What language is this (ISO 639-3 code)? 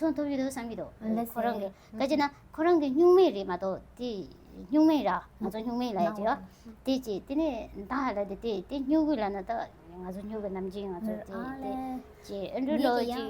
bod